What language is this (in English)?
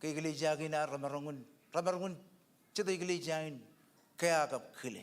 Marshallese